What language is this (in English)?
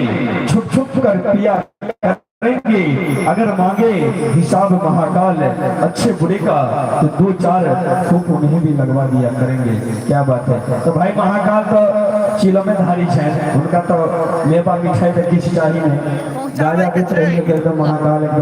Maithili